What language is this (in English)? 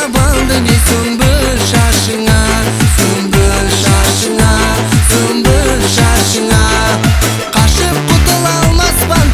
Kara-Kalpak